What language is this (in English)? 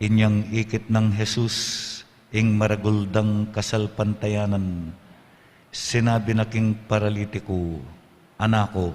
Pampanga